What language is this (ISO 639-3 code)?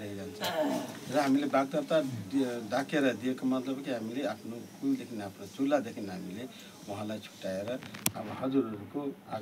nep